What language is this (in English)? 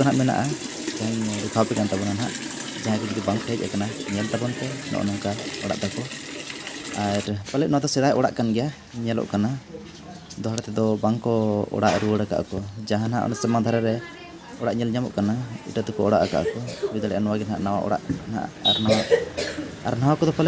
Santali